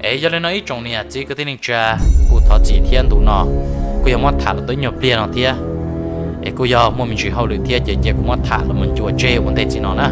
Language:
Hmong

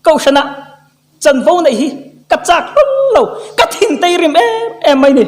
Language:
Mizo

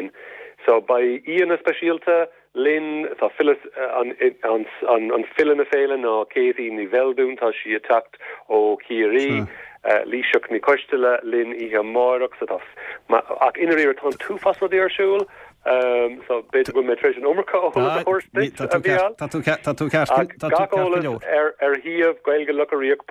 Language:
Irish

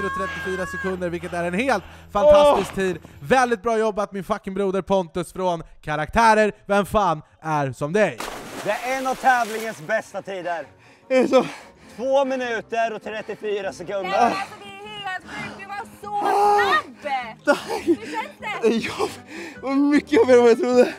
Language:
Swedish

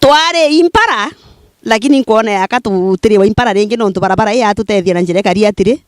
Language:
Meru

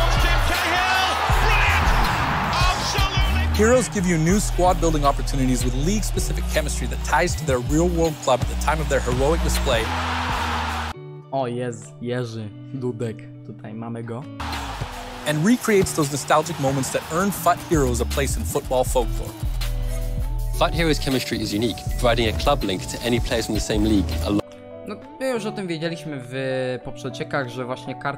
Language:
Polish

